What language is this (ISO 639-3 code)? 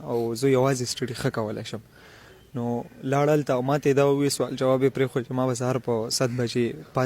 pus